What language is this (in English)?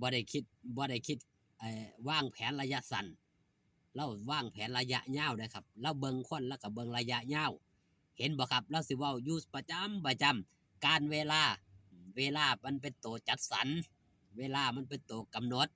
Northeastern Thai